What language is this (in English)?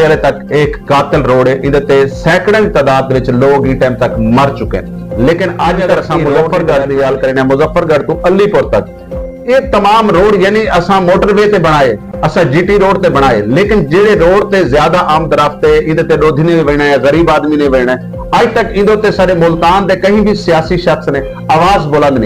Saraiki